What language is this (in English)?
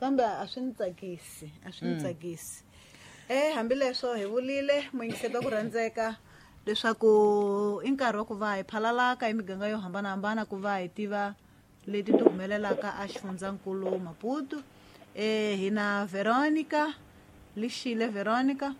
Tsonga